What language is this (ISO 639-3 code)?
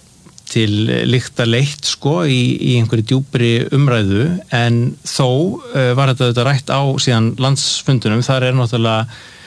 isl